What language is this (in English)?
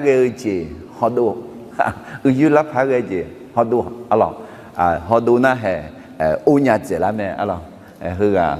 Akha